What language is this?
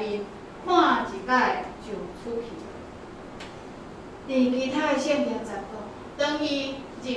Min Nan Chinese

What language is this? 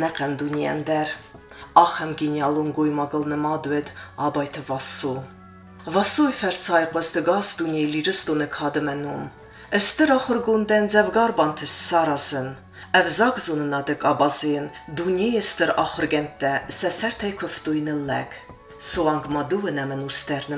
Ossetic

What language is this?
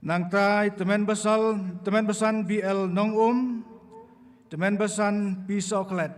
Khasi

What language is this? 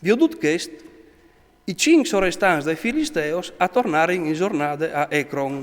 Friulian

